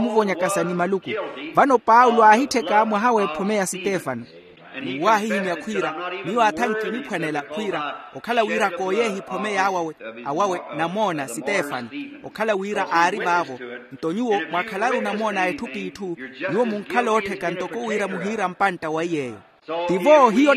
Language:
Makhuwa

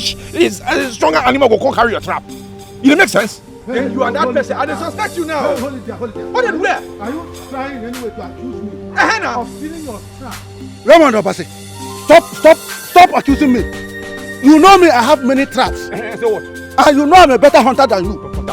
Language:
Nigerian Pidgin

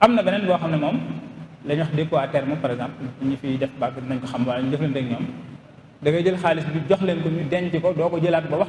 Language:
Wolof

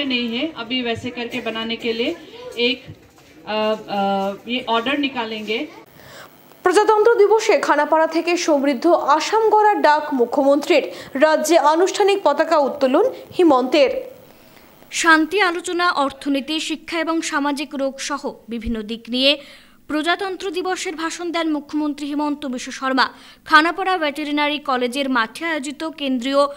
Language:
Bangla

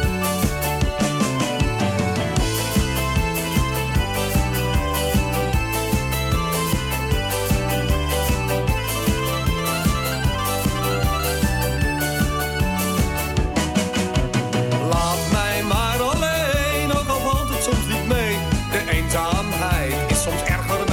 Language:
Dutch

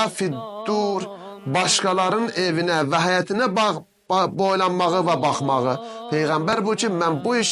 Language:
Azerbaijani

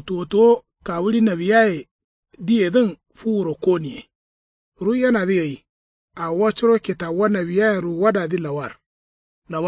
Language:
Kanuri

